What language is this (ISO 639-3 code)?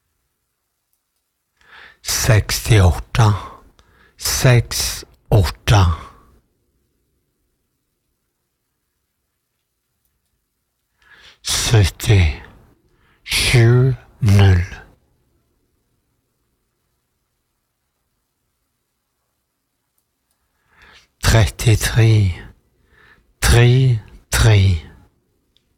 nor